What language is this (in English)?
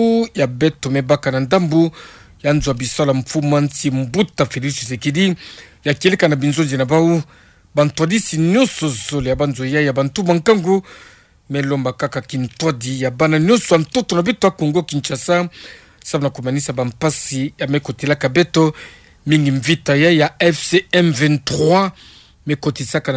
Kituba (Democratic Republic of Congo)